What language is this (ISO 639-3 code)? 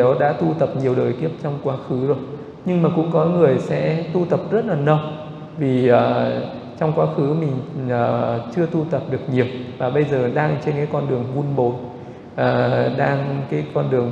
vie